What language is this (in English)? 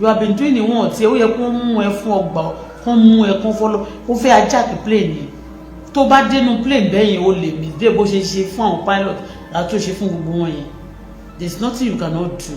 Yoruba